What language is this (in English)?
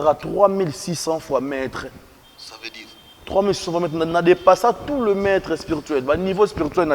Lingala